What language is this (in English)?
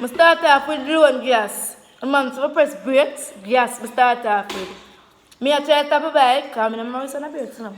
Jamaican Creole English